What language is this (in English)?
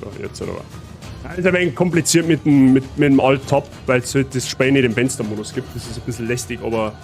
Bavarian